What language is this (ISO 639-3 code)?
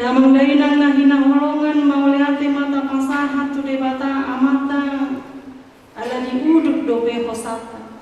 bbc